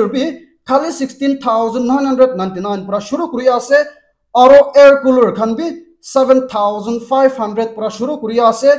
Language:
Naga Pidgin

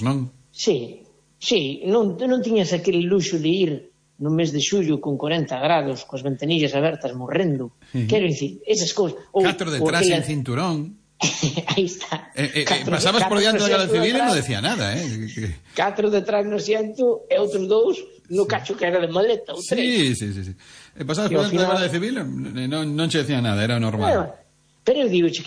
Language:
Galician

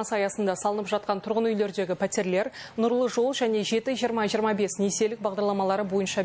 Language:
Kazakh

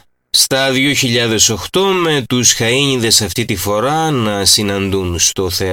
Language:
Greek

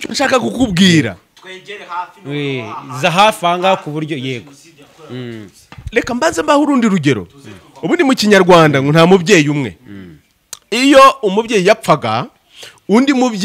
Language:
Kinyarwanda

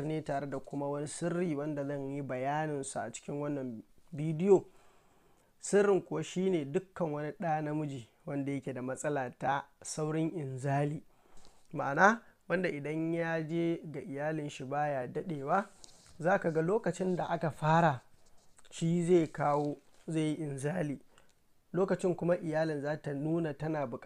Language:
Hausa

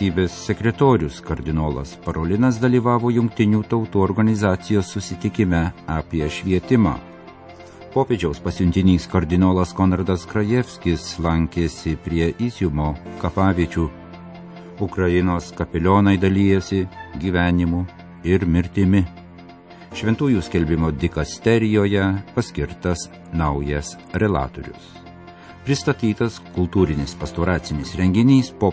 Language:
Lithuanian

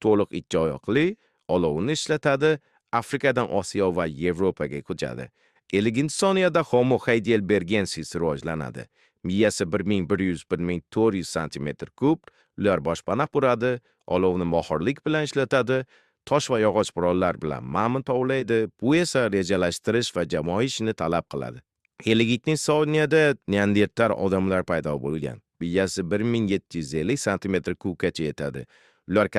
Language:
Uzbek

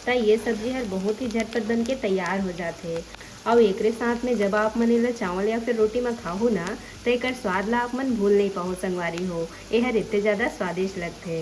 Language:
Chhattisgarhi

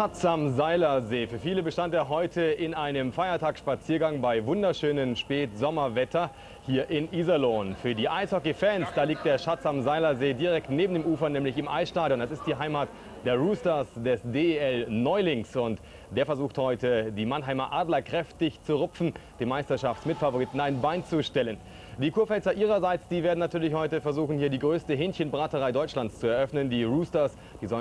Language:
German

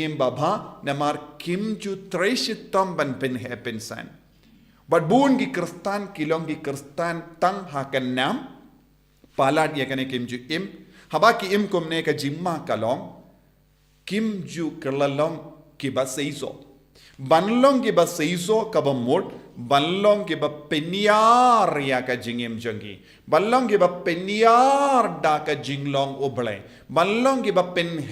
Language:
Khasi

